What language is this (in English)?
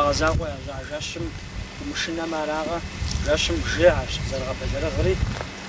Kabardian